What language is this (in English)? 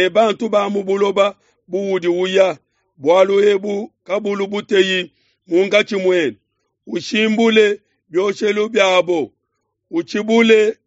Luba-Lulua